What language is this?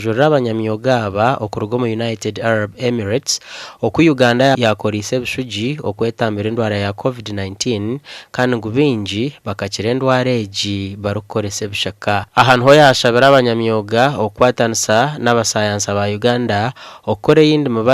Nyankole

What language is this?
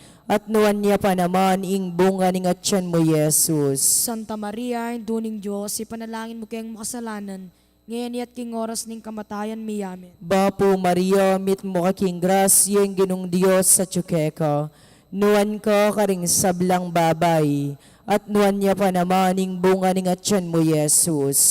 Pampanga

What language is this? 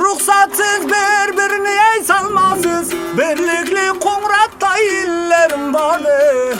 Kara-Kalpak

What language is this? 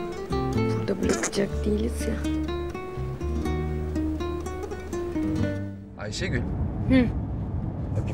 Turkish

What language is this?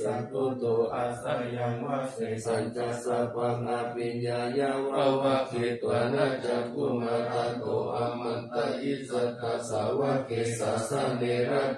Pali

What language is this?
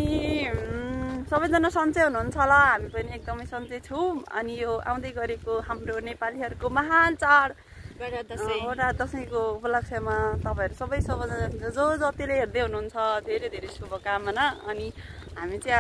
Nepali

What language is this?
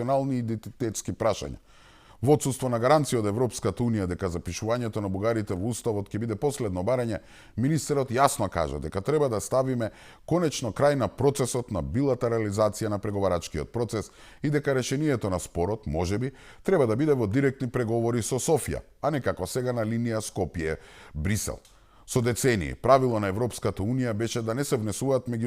Macedonian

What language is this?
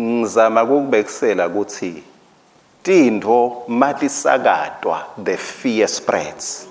Swati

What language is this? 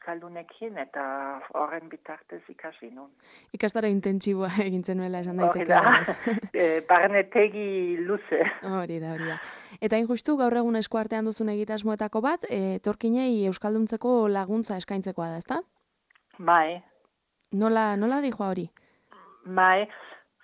Basque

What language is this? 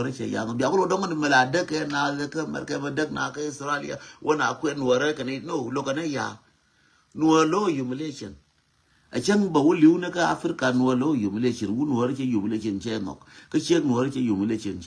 Nuer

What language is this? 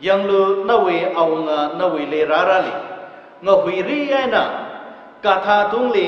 Tangkhul Naga (India)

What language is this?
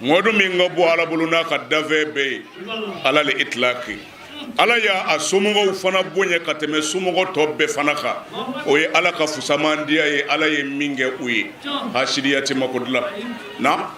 Bambara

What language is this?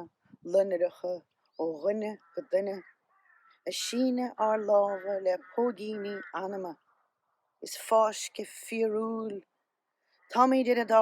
Irish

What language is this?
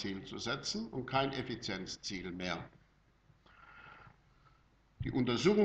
German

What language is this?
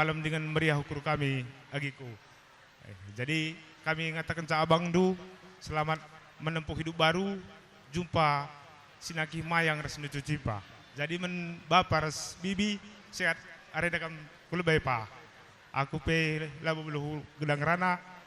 Batak Karo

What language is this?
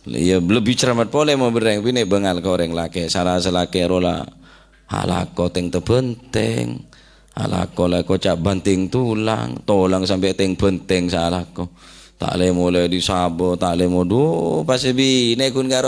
Madurese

